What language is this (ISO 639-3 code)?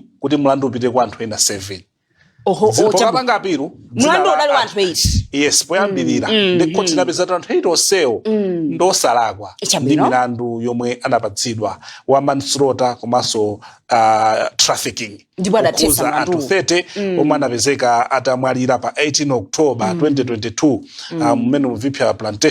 nya